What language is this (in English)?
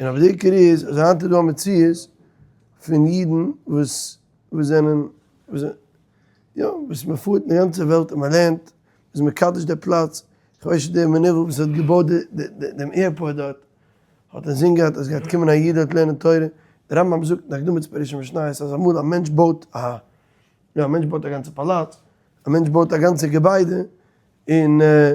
Yiddish